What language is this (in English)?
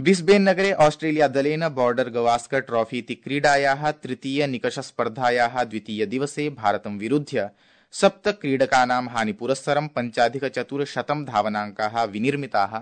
Sanskrit